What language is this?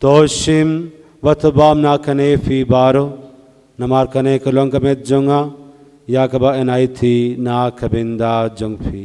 Khasi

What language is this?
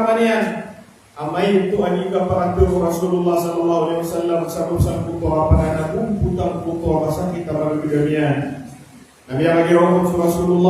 Maranao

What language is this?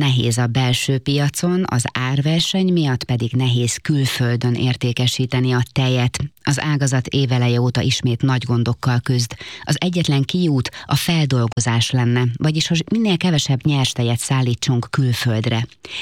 Hungarian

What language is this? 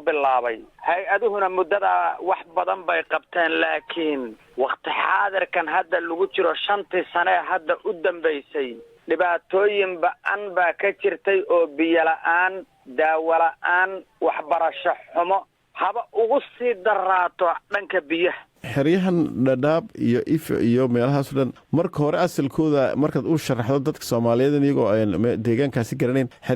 Somali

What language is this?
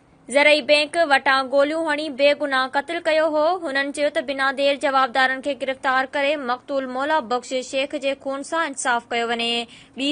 Sindhi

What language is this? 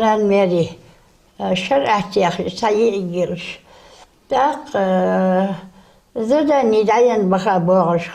Ingush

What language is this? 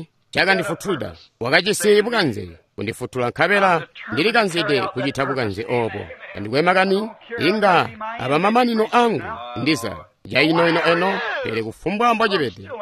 Tonga (Zambia)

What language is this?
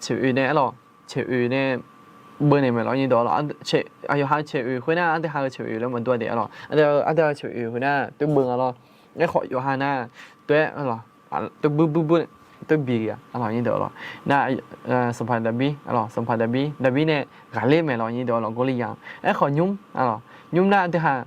Akha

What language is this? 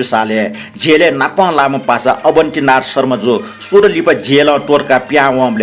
Newari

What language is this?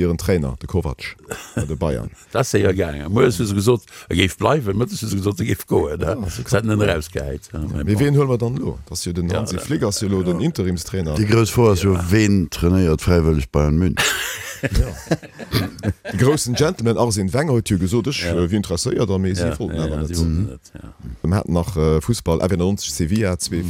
Luxembourgish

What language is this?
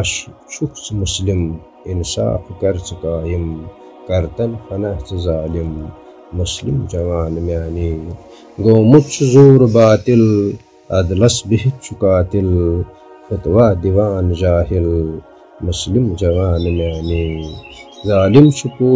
Kashmiri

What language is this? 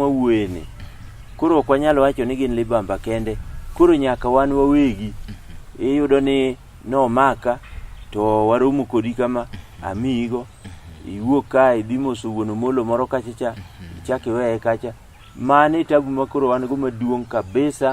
Luo (Kenya and Tanzania)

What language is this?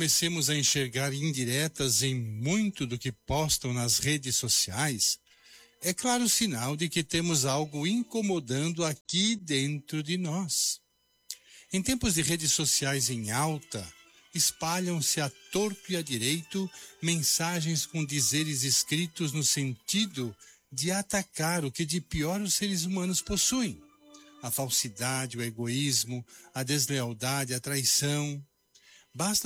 Portuguese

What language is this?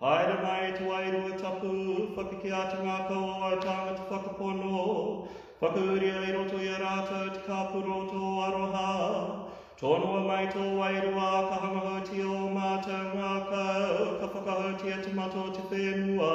Māori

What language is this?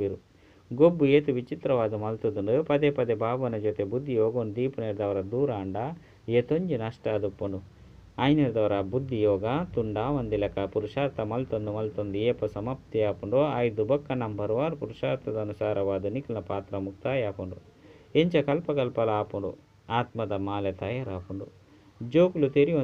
Tulu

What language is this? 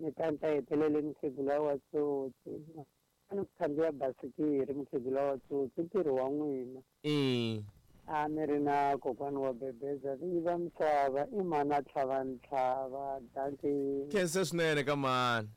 Tsonga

